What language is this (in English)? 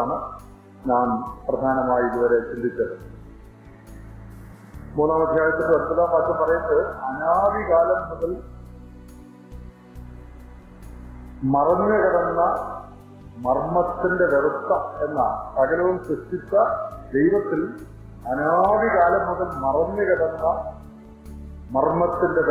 Malayalam